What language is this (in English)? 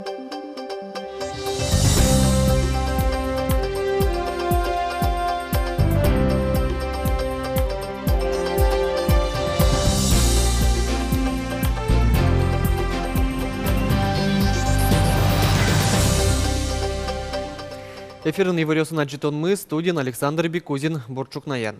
Udmurt